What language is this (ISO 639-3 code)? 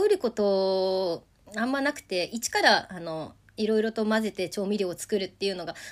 jpn